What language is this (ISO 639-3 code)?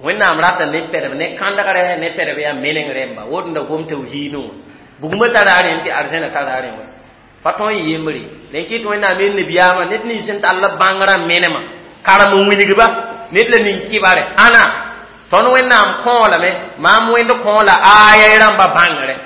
mos